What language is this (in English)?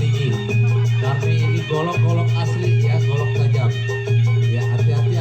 Betawi